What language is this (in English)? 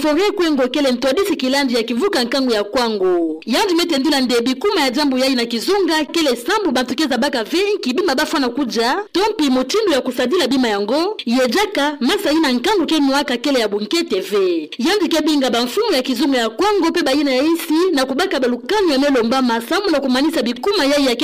Kituba (Democratic Republic of Congo)